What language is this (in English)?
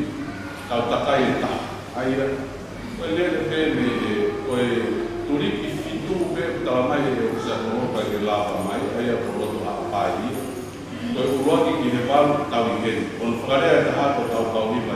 Tongan